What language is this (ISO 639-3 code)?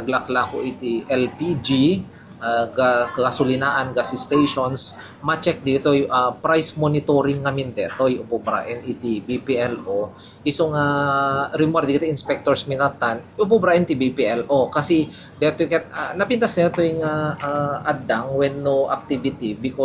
ilo